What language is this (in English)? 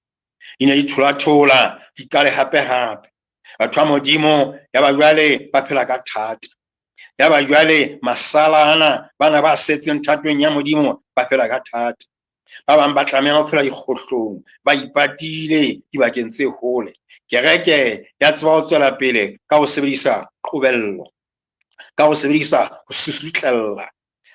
Southern Sotho